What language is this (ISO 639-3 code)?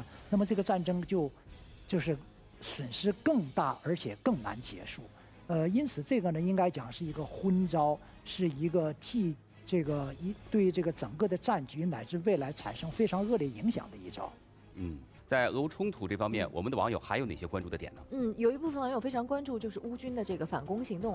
zho